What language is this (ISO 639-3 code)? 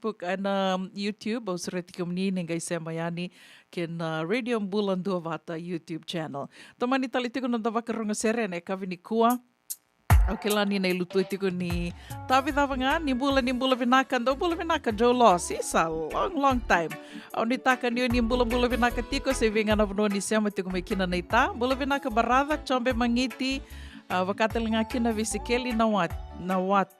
fij